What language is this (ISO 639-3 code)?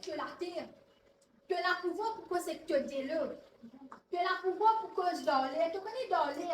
mfe